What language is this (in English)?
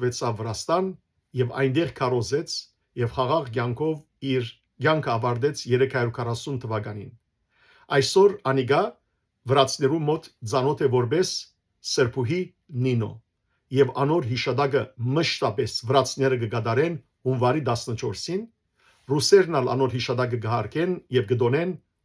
Western Armenian